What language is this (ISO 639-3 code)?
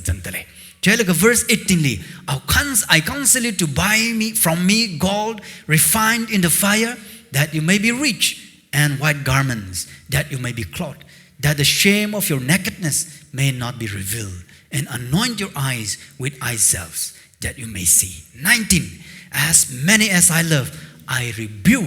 nmf